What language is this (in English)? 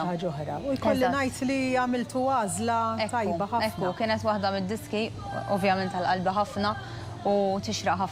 Maltese